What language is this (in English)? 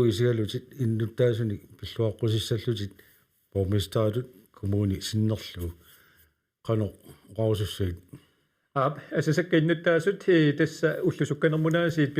Kalaallisut